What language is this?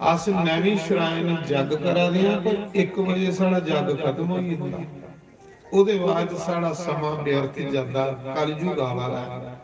Dogri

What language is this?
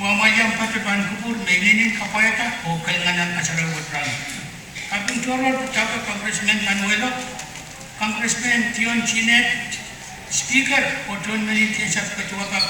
Pohnpeian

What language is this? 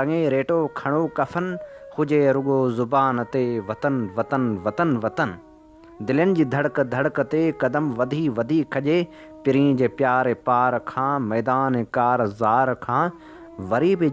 Sindhi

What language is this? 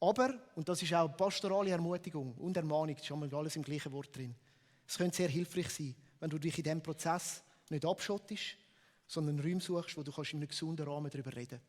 Swiss German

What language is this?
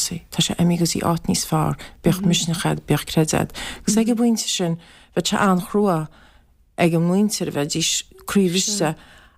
Irish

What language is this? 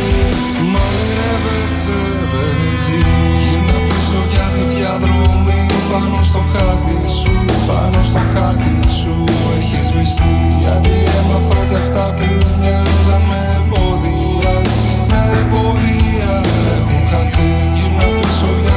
Greek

